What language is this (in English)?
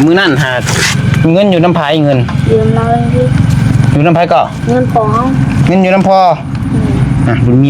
Northeastern Thai